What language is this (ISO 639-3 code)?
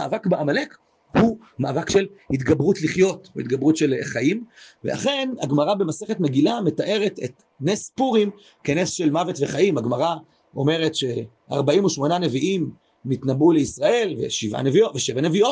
heb